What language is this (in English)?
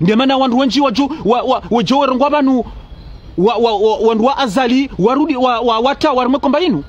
Ngazidja Comorian